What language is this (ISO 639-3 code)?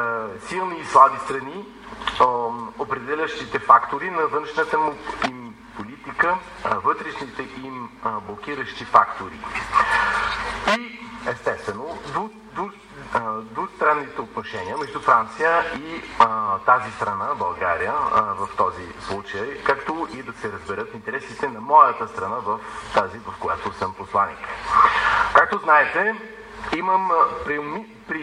bul